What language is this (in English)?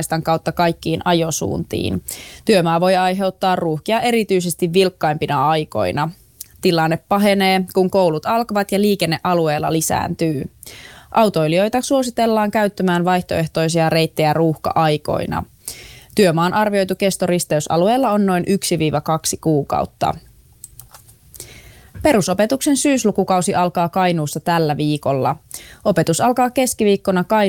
Finnish